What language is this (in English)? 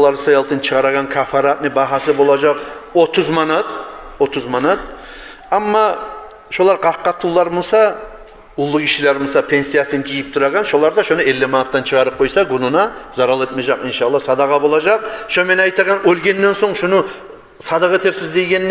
Kumyk